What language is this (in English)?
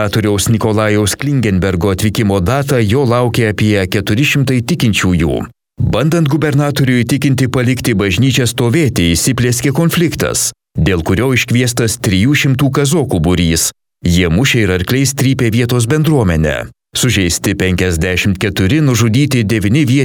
Lithuanian